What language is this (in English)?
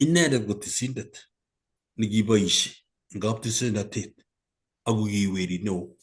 Kalenjin